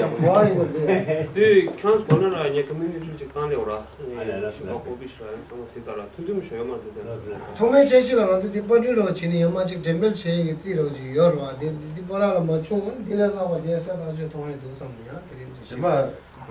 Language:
Tibetan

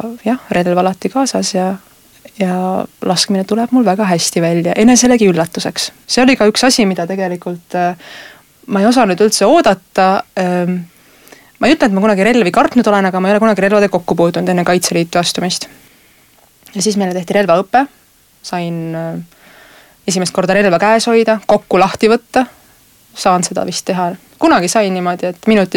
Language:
Estonian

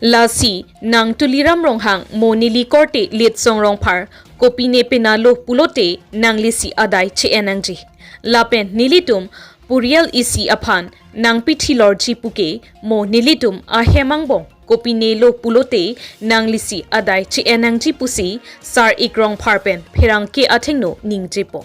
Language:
Karbi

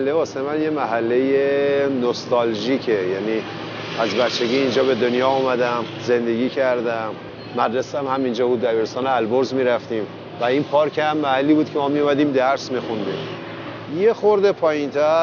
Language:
Persian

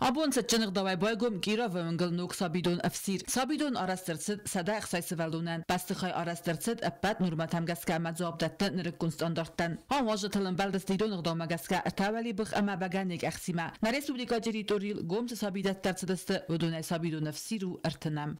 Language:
Ossetic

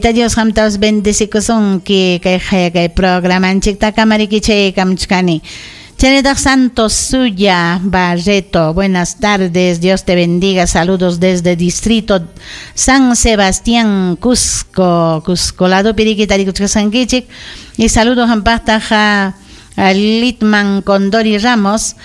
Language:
Ayacucho Quechua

